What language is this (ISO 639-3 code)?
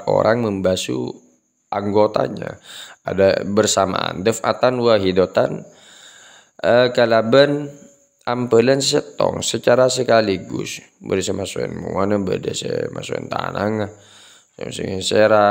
mad